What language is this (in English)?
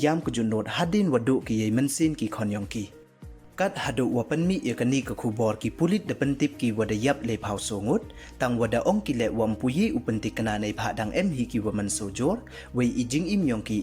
Pnar